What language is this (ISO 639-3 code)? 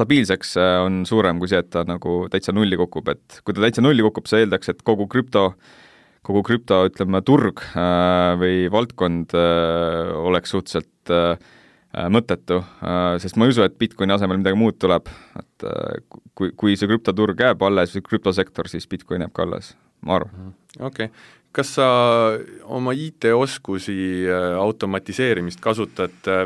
est